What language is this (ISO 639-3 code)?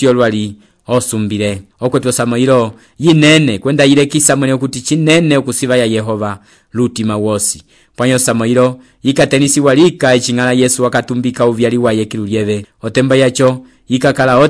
umb